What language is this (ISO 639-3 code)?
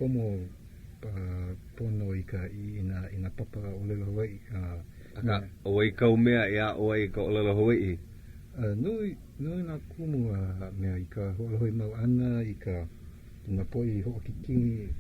haw